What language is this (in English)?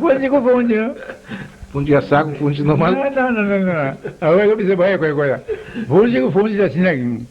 Papiamento